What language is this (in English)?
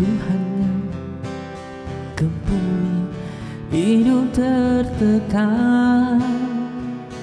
Malay